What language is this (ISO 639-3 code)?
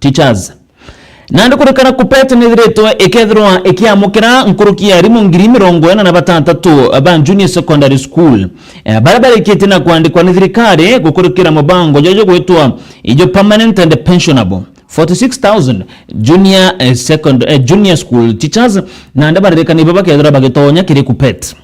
mer